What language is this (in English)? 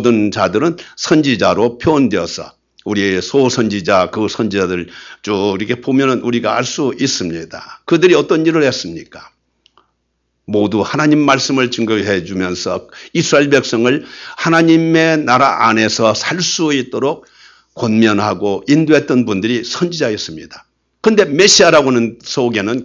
Korean